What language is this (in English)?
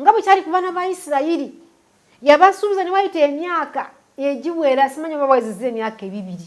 Ganda